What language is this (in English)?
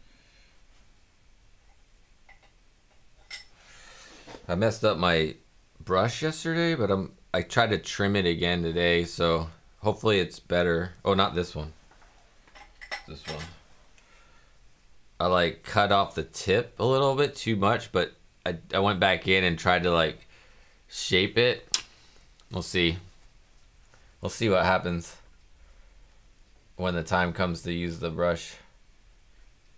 English